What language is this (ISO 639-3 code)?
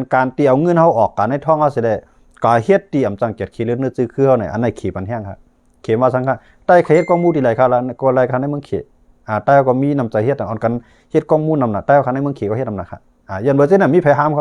shn